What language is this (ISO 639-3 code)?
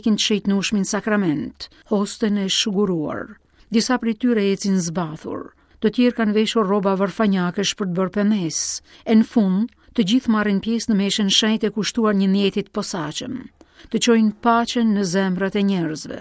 sqi